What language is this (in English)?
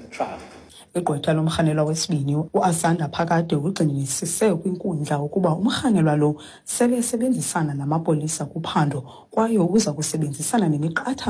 Xhosa